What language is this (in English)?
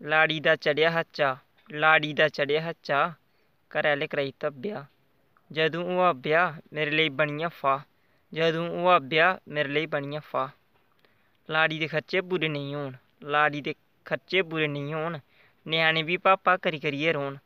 Dogri